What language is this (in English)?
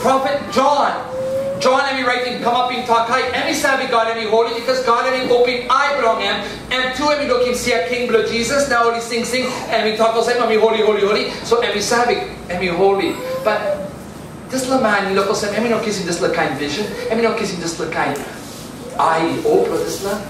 Tok Pisin